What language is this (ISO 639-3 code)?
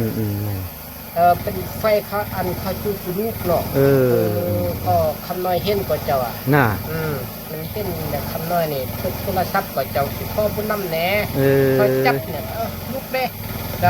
lao